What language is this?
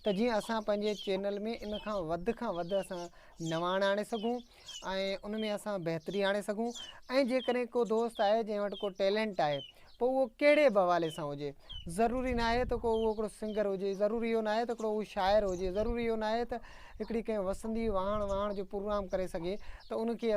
Sindhi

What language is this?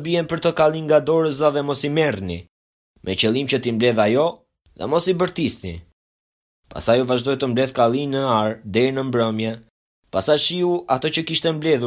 Albanian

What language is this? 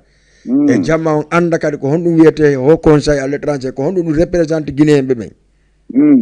Fula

